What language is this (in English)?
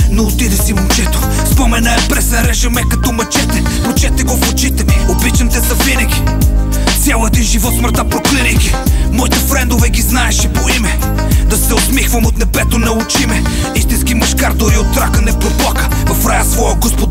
Bulgarian